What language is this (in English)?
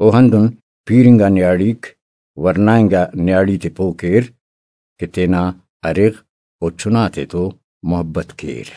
Brahui